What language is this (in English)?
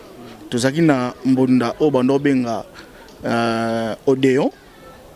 Lingala